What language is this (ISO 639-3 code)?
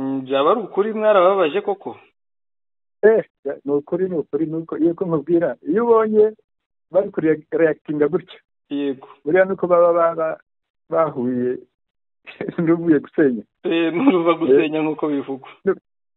kin